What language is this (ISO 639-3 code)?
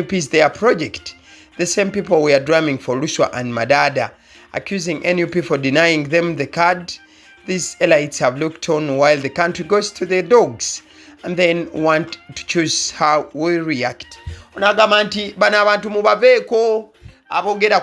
lug